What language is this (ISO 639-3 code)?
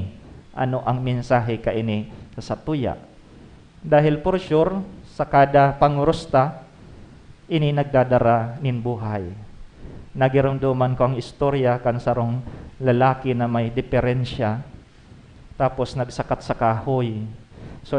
bik